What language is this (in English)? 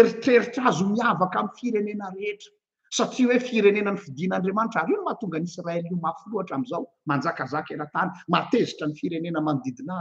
Malagasy